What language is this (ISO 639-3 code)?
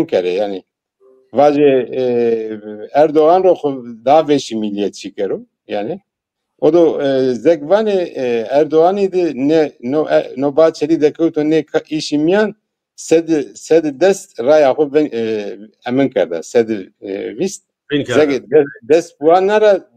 zza